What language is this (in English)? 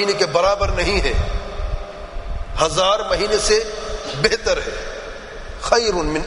Urdu